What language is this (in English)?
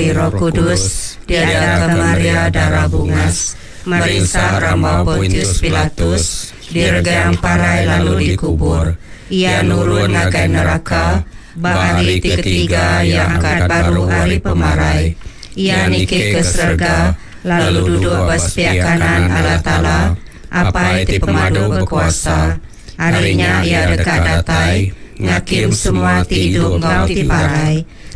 Iban